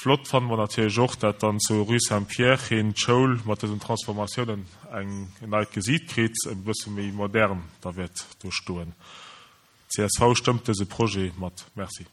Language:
Luxembourgish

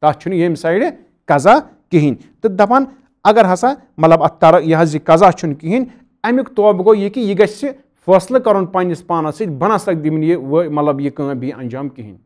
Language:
Kashmiri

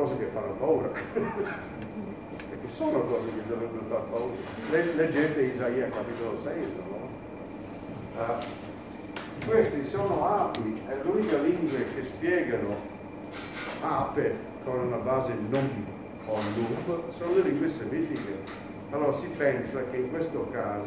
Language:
Italian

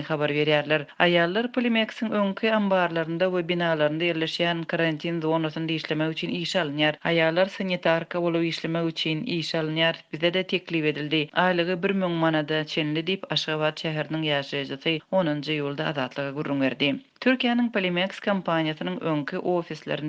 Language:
Turkmen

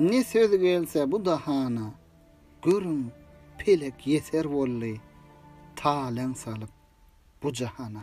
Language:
Turkmen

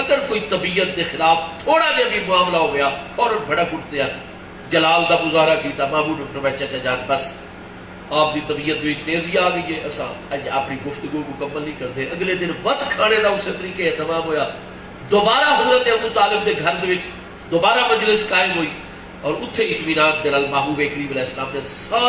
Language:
Saraiki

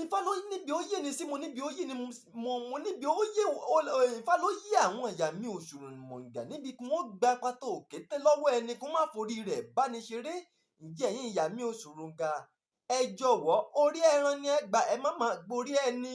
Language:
Yoruba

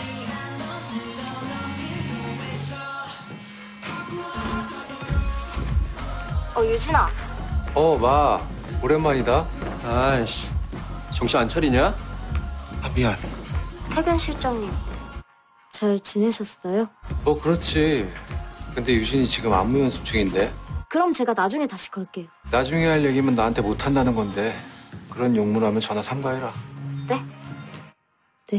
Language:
Korean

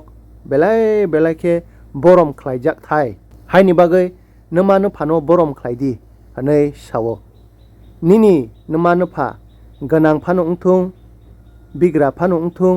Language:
Kok Borok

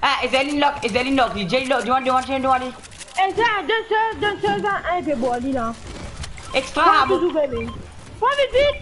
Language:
Morisyen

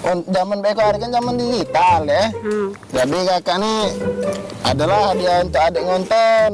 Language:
Musi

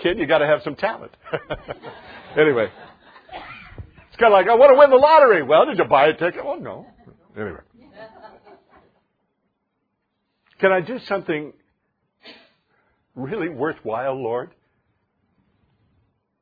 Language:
English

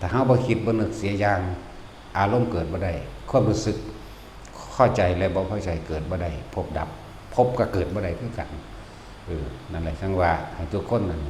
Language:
Northeastern Thai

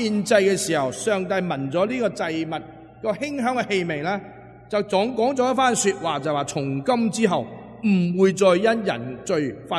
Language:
Cantonese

